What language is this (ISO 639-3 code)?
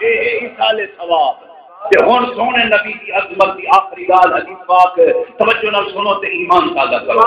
skr